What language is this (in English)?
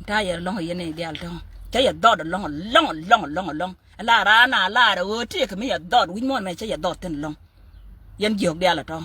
Nuer